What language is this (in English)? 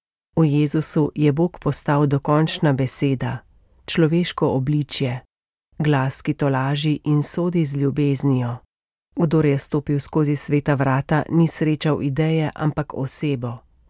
Slovenian